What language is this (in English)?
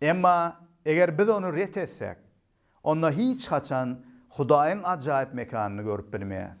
Turkmen